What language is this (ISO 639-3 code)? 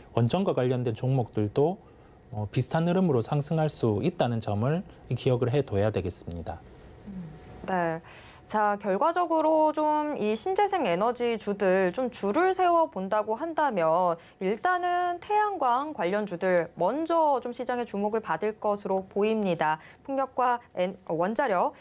kor